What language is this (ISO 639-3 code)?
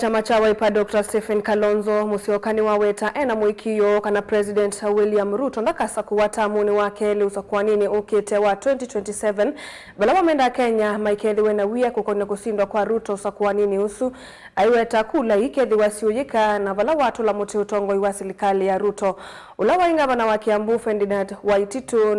kam